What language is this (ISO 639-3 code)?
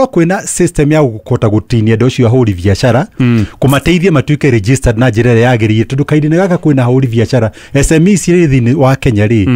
kik